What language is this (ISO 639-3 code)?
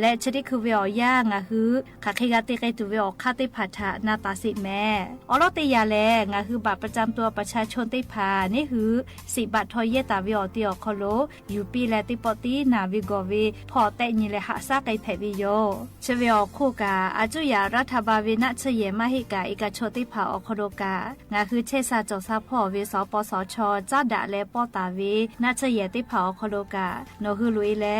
lhu